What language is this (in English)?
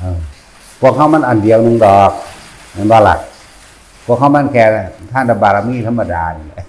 Northeastern Thai